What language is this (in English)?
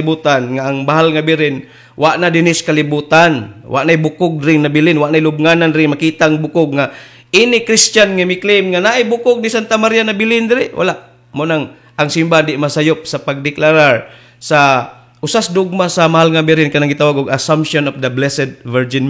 Cebuano